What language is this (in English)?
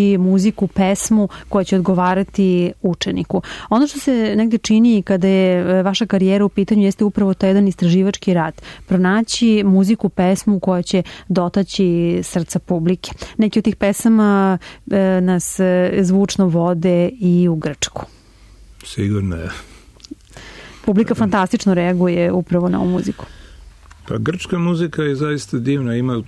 Serbian